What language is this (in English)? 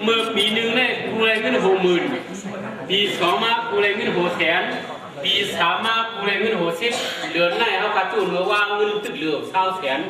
Shan